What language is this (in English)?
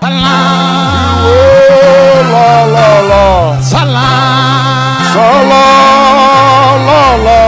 Tswana